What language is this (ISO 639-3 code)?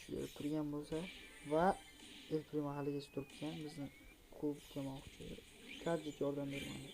uzb